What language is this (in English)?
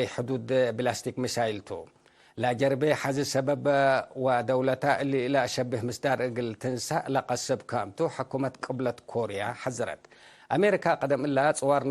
Tigre